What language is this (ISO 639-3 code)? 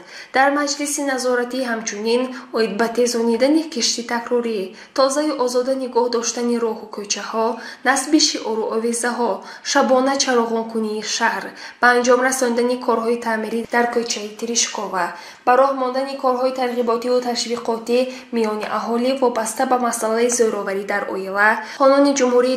tgk